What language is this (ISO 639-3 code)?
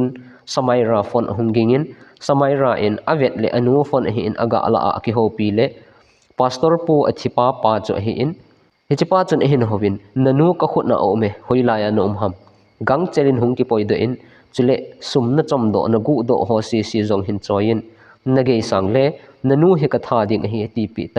tcz